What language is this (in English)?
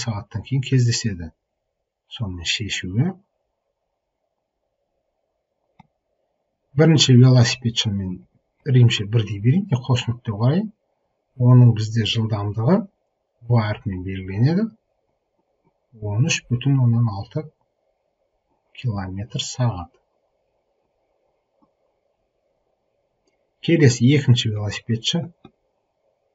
Kazakh